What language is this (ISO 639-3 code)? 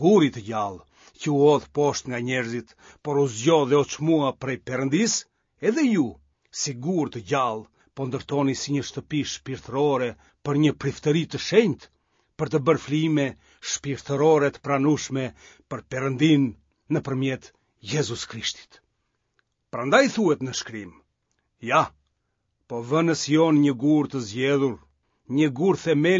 sqi